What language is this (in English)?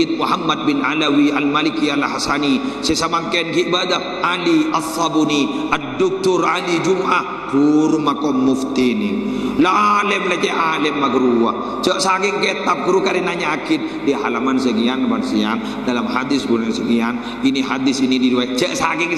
Madurese